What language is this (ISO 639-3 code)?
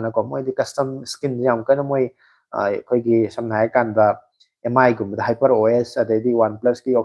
mni